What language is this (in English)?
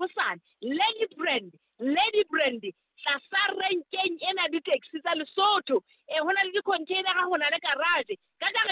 Southern Sotho